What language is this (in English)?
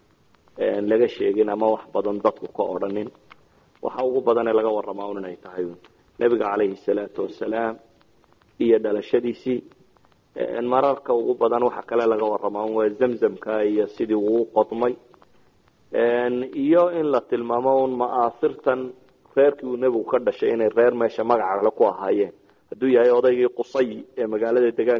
Somali